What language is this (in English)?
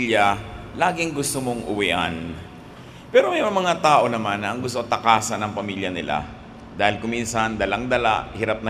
Filipino